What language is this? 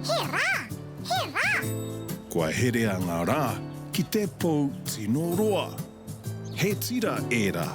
Māori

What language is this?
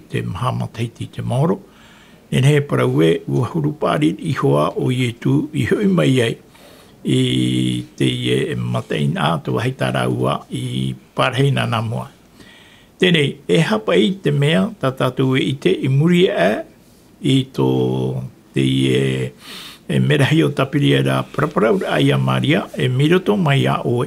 Tahitian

